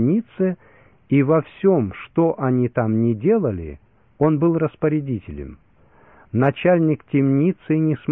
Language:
Russian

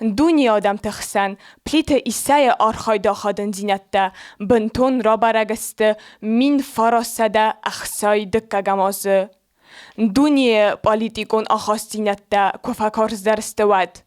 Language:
Ossetic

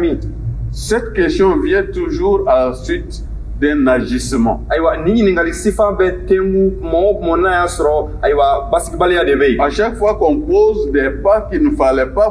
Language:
Bambara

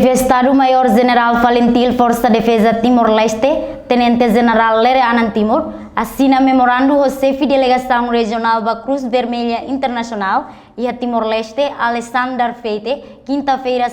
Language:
Tetum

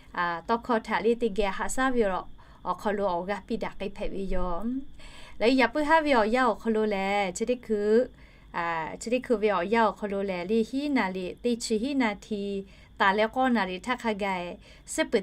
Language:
Lahu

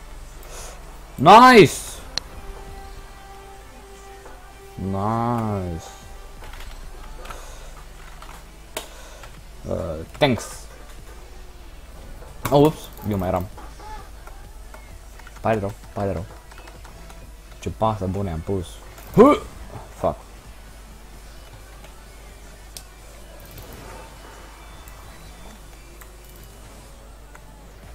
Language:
Romanian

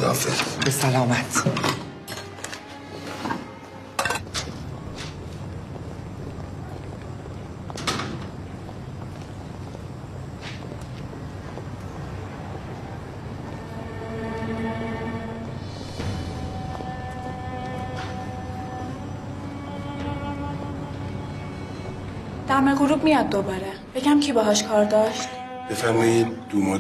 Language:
Persian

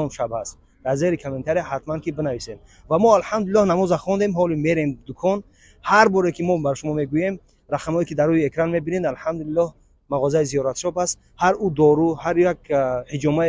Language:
Tajik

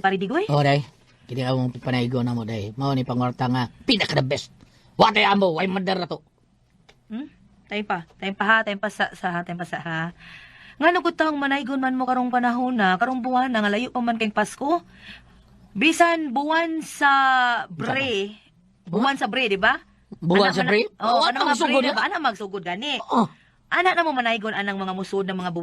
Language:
Cebuano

